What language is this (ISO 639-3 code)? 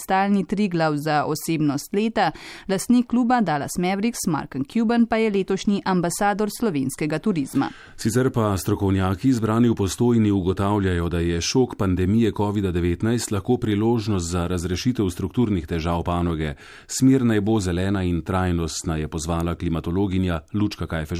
slv